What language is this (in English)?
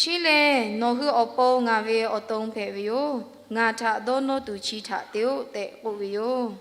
Lahu